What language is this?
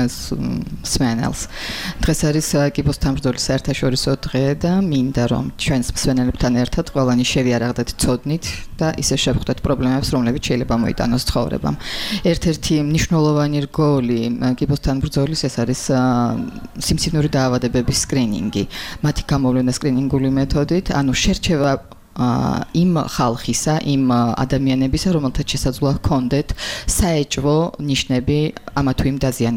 Georgian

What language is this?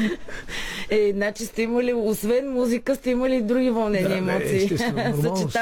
Bulgarian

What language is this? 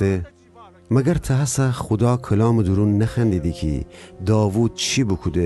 Gilaki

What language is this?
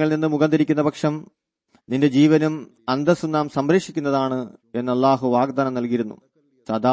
Malayalam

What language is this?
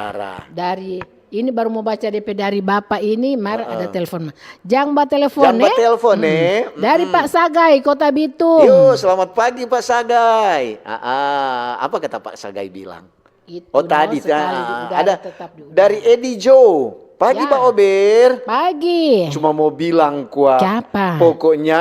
Manado Malay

